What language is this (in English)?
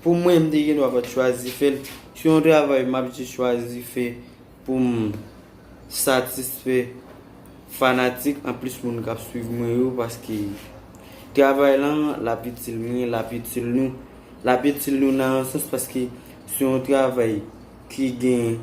Haitian Creole